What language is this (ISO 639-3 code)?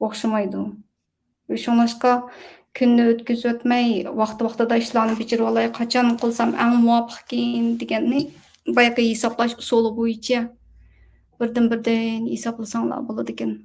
uig